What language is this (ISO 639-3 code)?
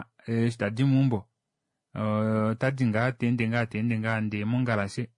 kua